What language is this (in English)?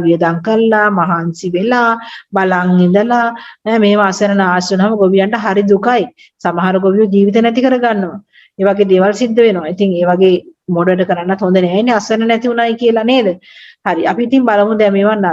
Sinhala